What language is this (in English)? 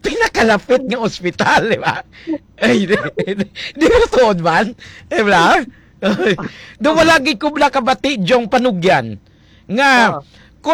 Hiligaynon